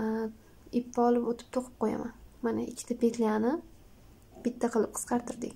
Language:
Uzbek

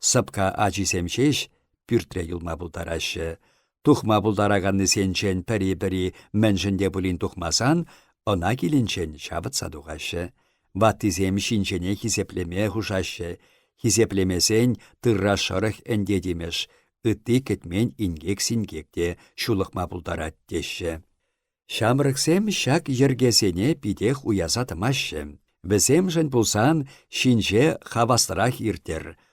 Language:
Chuvash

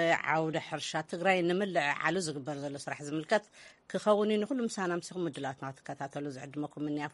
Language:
Tigrinya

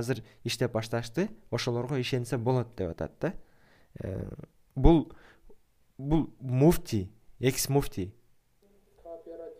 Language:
Kyrgyz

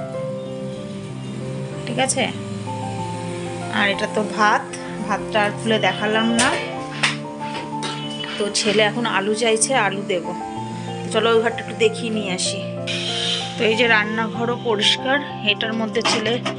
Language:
Bangla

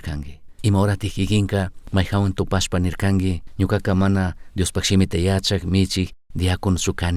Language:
Chimborazo Highland Quichua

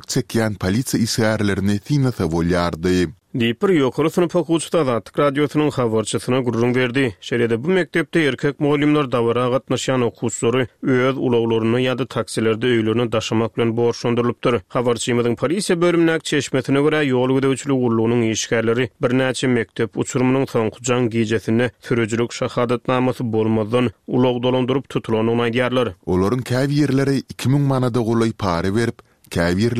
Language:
Turkmen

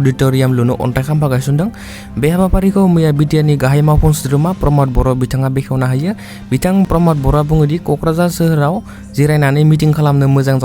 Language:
Bodo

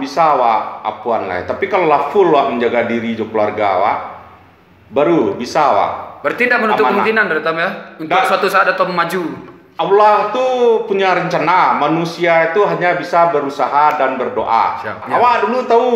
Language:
Minangkabau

